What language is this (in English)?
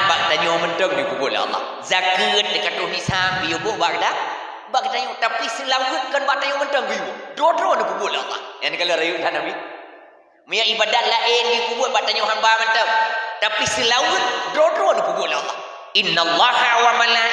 Achinese